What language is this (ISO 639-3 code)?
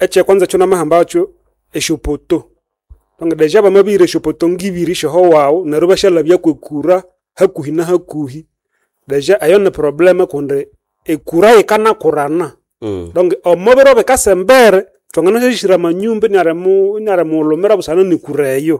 nnb